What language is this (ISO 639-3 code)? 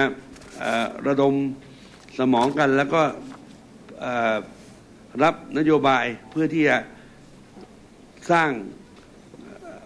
tha